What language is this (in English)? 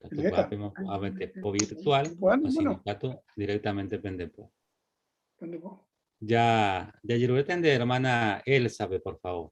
Guarani